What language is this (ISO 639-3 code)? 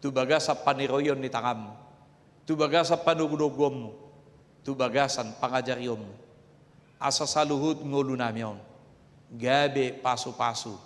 bbc